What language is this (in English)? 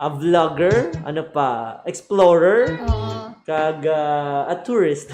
Hiligaynon